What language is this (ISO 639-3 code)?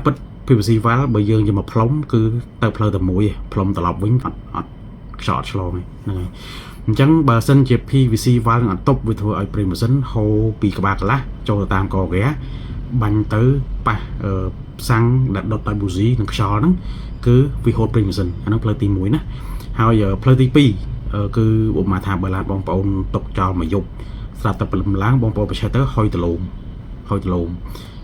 khm